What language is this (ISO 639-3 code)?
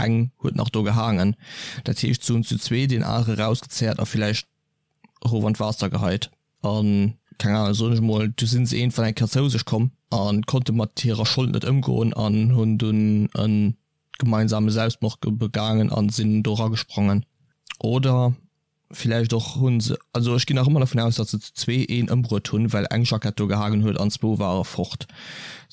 ltz